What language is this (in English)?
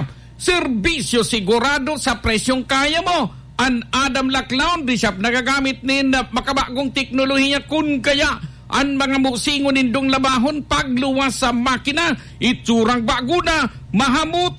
Bikol